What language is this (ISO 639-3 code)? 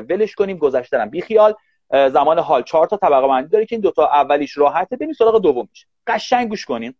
fas